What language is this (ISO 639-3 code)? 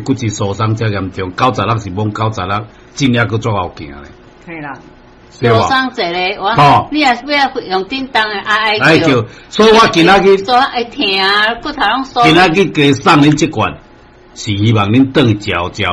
nan